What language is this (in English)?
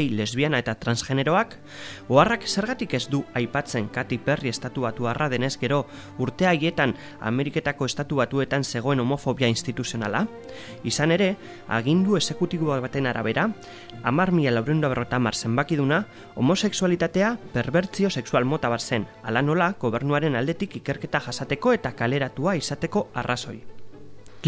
Basque